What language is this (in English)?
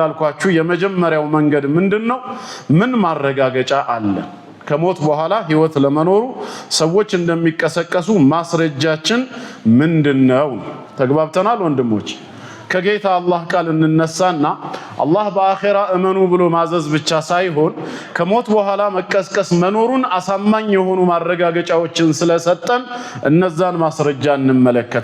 Amharic